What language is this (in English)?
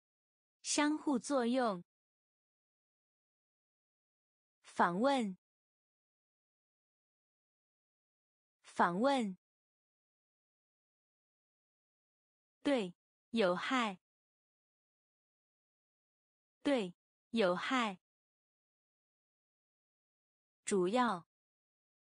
Chinese